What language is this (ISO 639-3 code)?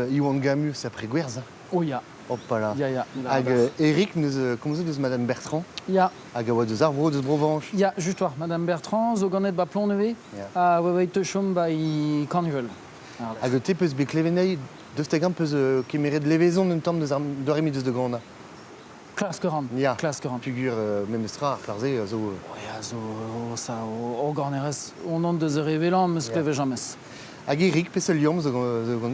bre